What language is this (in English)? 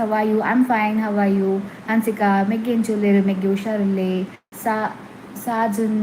Tulu